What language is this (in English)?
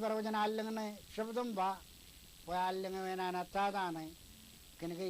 Marshallese